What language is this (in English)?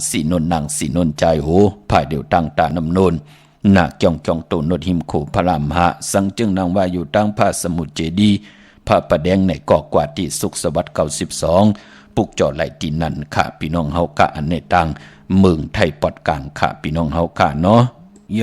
Shan